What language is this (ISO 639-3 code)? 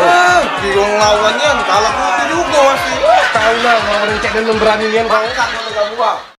mui